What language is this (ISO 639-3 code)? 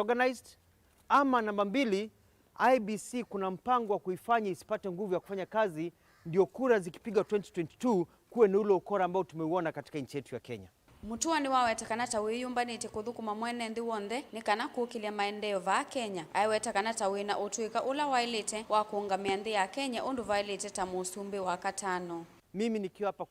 kam